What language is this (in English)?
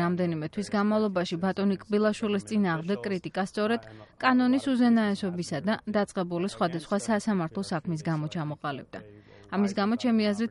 Georgian